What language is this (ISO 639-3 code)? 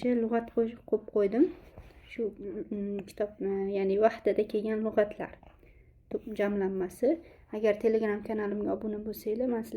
uzb